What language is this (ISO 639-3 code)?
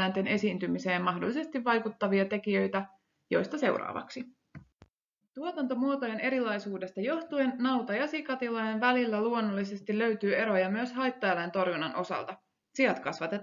fin